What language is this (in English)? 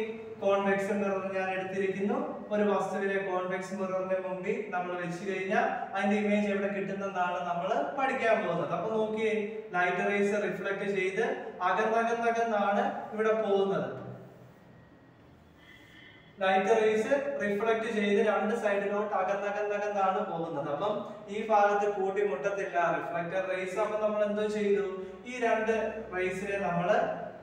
Malayalam